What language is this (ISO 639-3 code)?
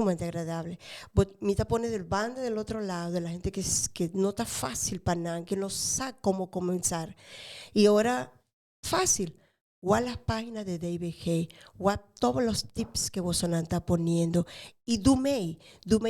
pap